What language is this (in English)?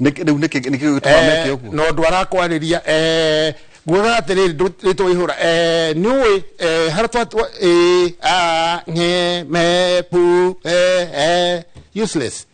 Kikuyu